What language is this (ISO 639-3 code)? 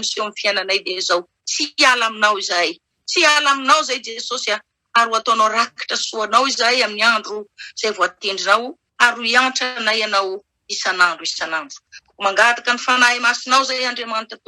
mlg